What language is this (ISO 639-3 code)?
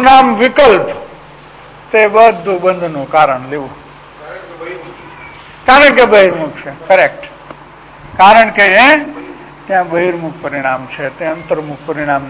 guj